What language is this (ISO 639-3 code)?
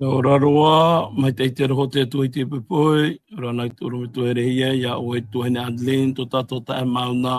tah